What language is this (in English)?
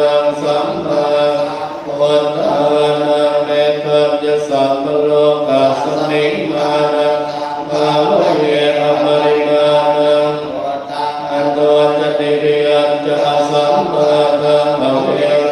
Pali